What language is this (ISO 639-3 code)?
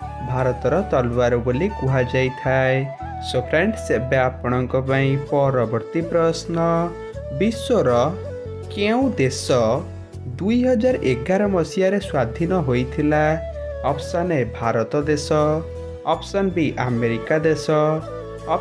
ori